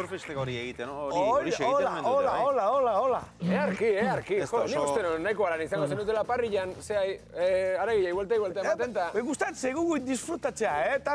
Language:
Basque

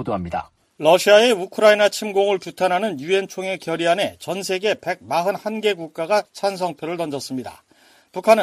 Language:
Korean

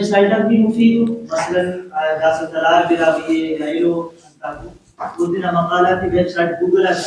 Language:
Brahui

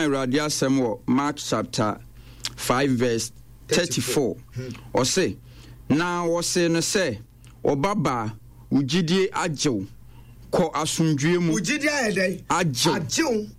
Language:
Akan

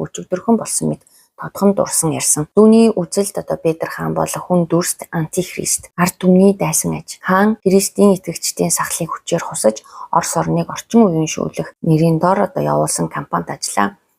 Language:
Mongolian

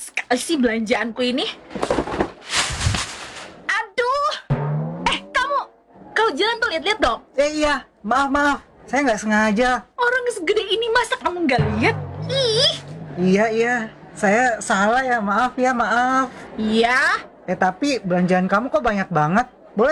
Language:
Indonesian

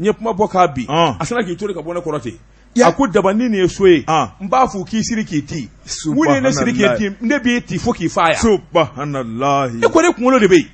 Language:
Bambara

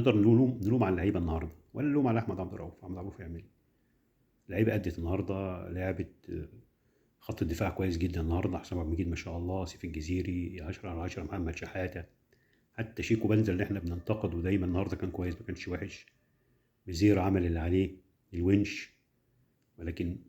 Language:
Egyptian Arabic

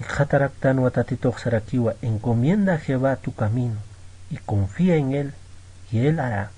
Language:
Aymara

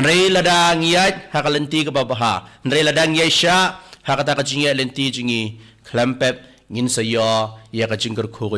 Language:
Khasi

